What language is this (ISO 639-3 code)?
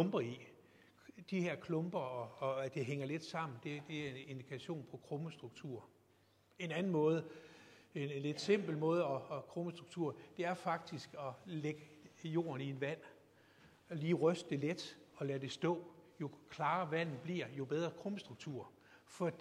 dan